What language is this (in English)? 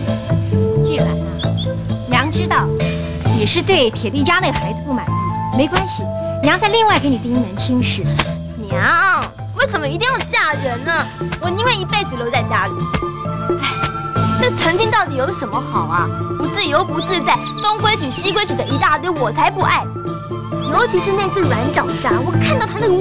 Chinese